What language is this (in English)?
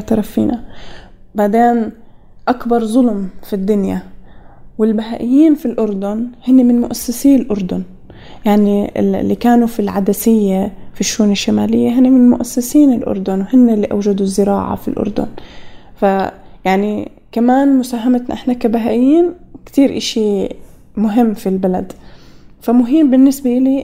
North Levantine Arabic